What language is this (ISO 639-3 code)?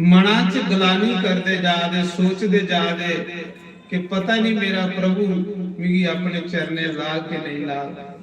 doi